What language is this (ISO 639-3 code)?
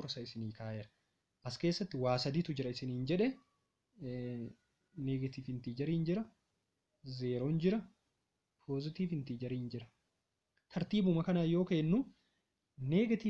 orm